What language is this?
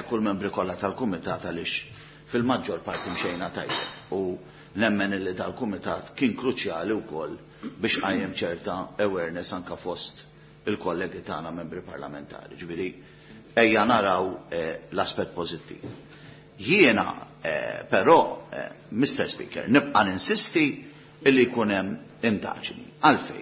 Maltese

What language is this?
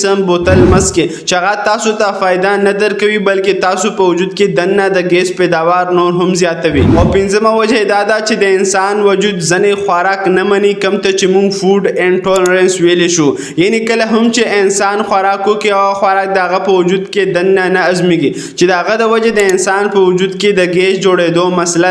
Pashto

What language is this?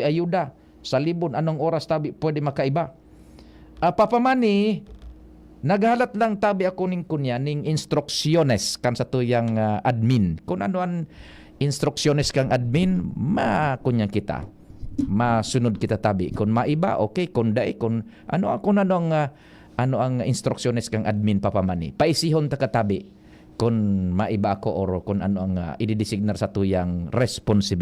Bikol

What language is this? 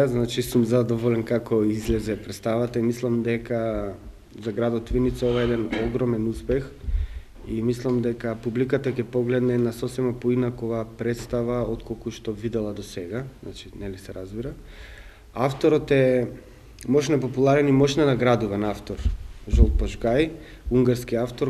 Macedonian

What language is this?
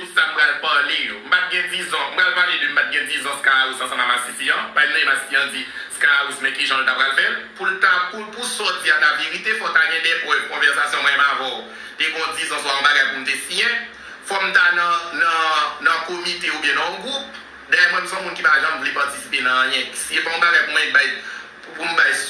Haitian Creole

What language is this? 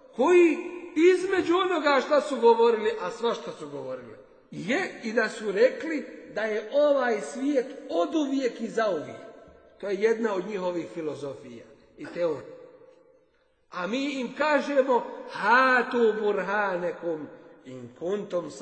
Bosnian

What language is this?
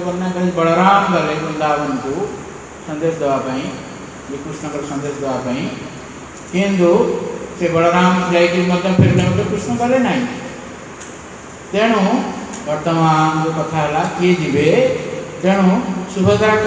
Odia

